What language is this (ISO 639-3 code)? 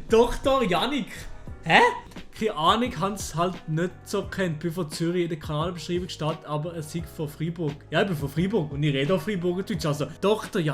gsw